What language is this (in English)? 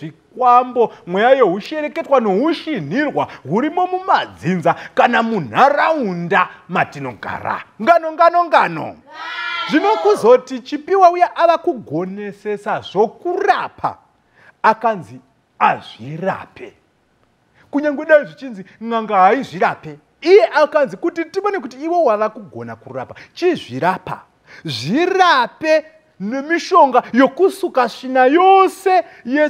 Shona